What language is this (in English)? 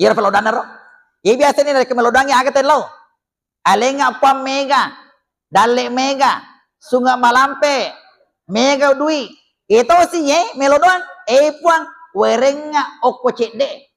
Buginese